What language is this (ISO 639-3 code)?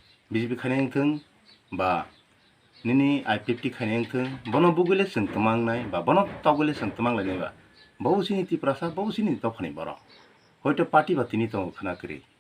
trp